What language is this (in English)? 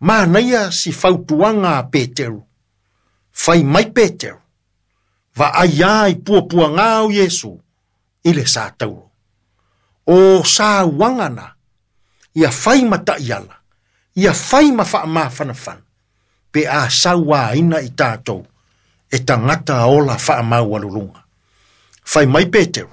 Samoan